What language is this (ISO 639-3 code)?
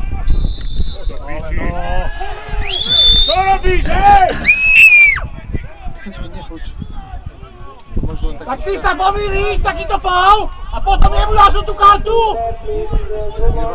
slk